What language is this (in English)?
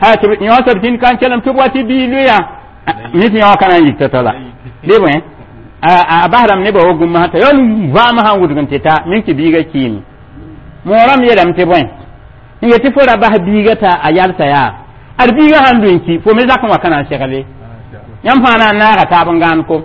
Mossi